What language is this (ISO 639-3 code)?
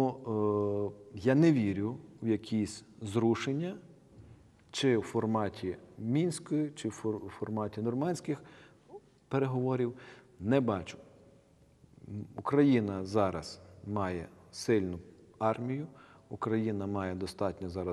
ukr